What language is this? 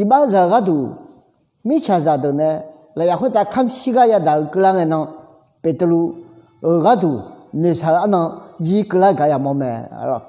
Akha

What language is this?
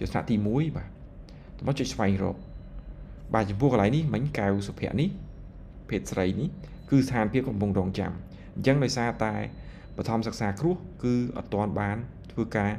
Khmer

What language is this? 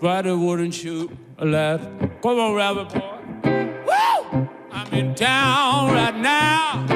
Western Frisian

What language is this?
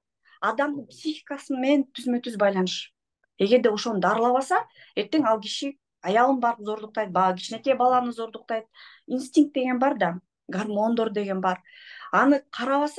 Kyrgyz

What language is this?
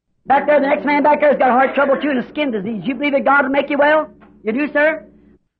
Bemba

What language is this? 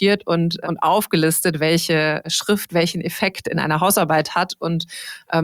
German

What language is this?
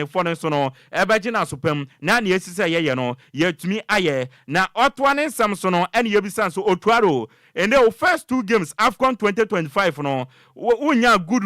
Akan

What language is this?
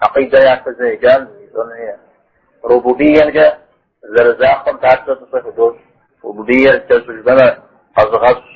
Kabardian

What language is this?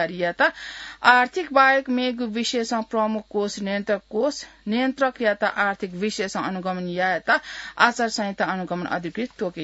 Newari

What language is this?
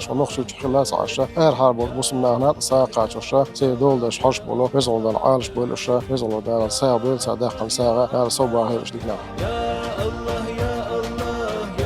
Chechen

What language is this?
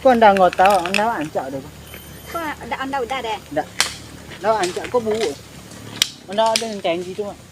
Minangkabau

